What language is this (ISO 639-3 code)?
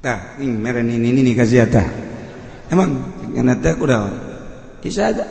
sun